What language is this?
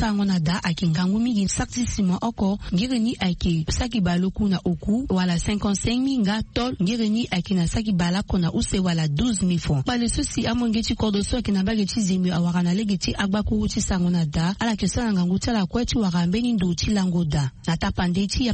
Sango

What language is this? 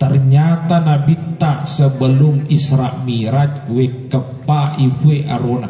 Buginese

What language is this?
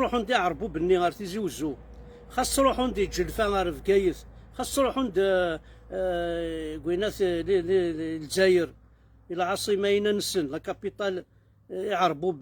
Kabyle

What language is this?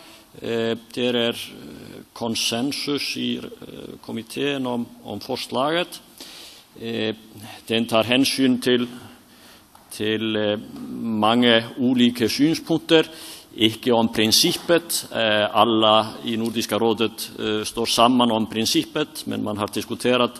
Norwegian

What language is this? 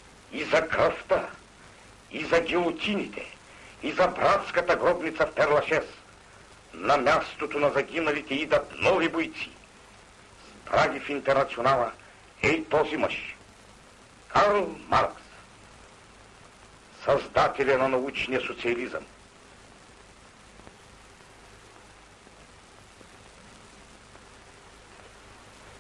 Bulgarian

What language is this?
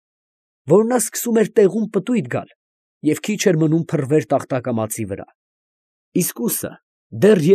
Armenian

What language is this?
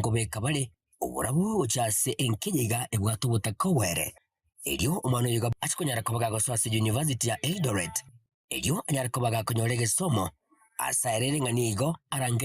Gusii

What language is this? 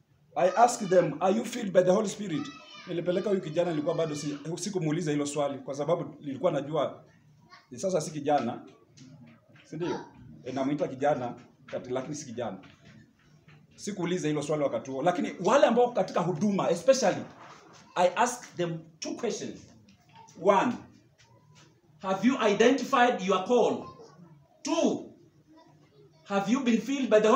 Swahili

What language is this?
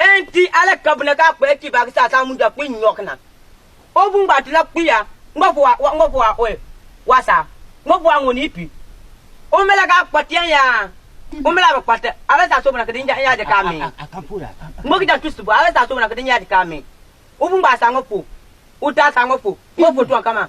Konkomba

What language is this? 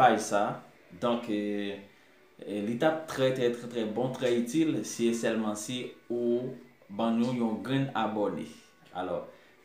Haitian Creole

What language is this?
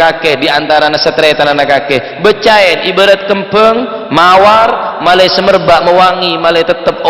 Madurese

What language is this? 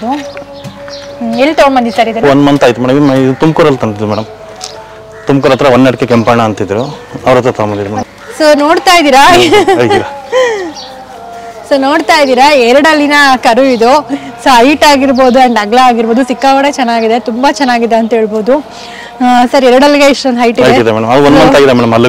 Kannada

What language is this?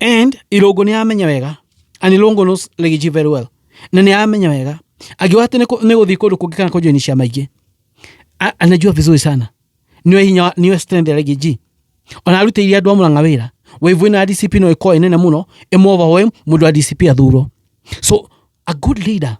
Kikuyu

